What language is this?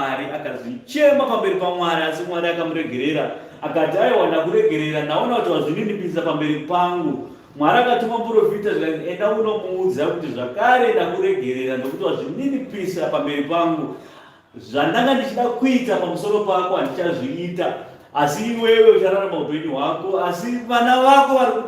Shona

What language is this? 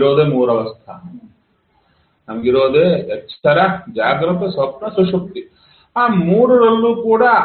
Kannada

